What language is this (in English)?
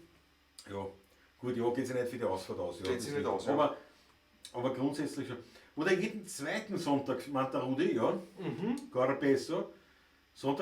Bavarian